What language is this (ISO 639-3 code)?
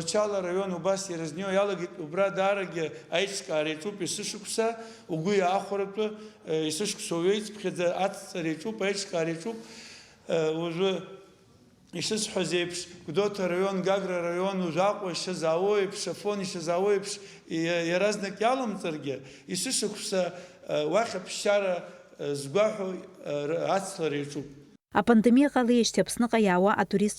abk